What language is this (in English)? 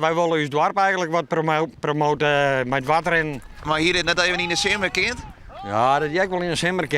Western Frisian